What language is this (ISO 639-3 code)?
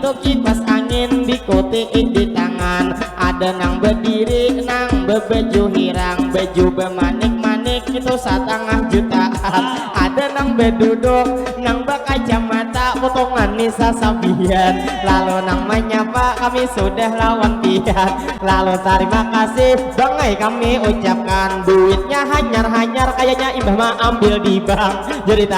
bjn